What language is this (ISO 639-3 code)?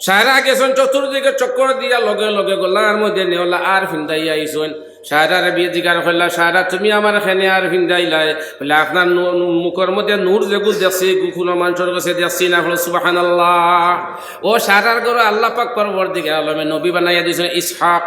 syl